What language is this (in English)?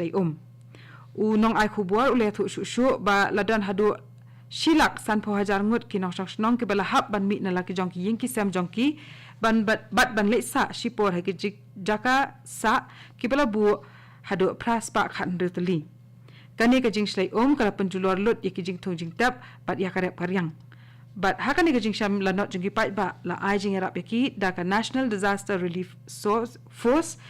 Khasi